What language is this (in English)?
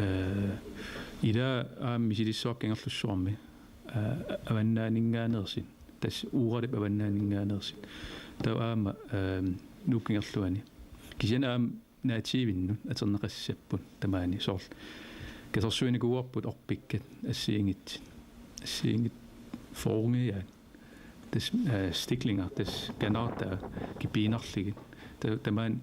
Kalaallisut